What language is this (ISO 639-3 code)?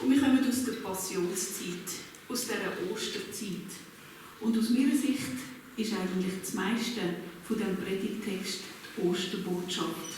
gsw